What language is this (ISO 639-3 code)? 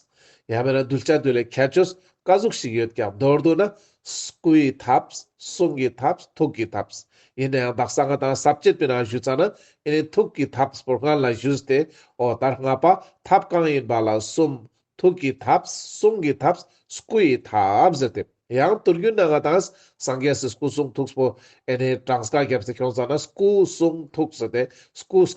lbj